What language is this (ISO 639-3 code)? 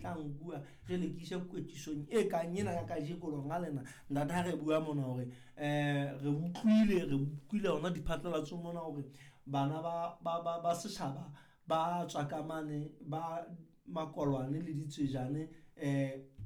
sot